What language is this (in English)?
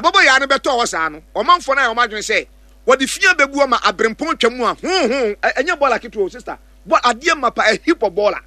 Akan